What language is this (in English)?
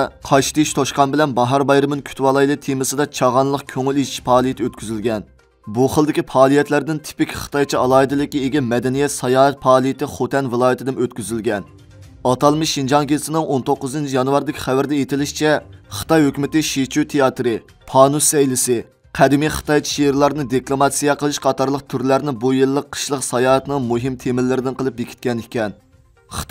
Uyghur